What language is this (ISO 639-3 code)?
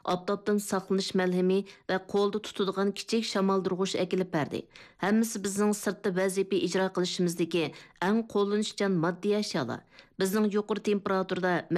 uig